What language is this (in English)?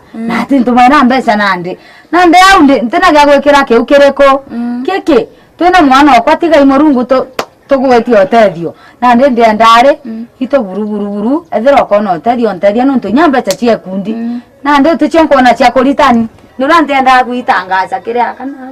Meru